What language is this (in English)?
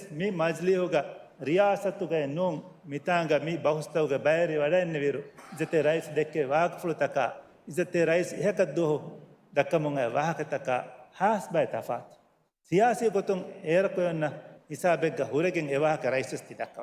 Divehi